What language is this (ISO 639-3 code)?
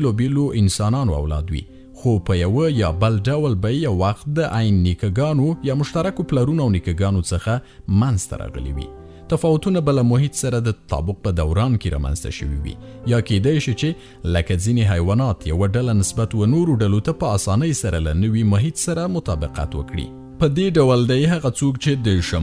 pus